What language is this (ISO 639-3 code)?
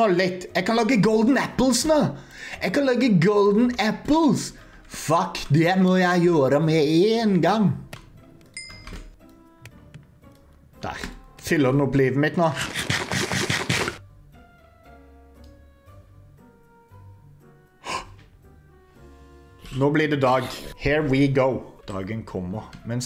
nor